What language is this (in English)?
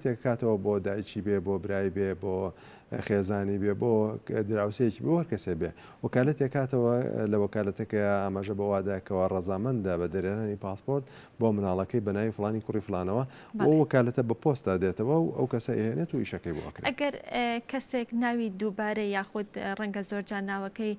Central Kurdish